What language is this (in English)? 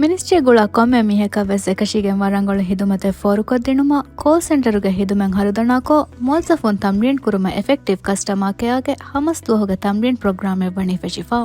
Divehi